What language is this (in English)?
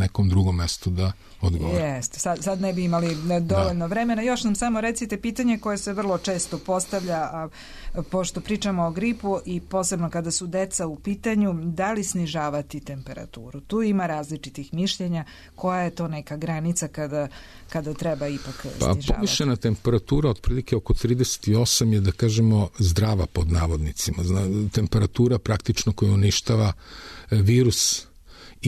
Serbian